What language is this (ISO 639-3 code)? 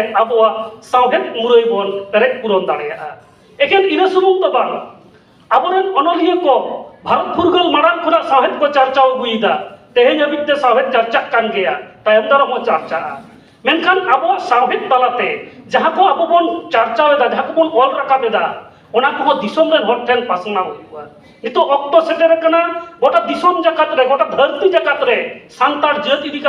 sat